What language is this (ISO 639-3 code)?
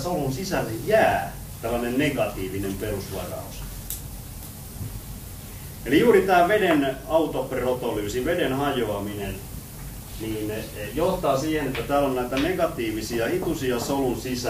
fin